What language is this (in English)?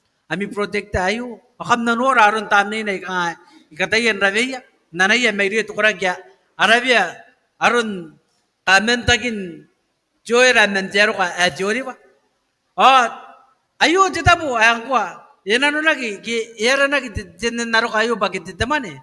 Gilbertese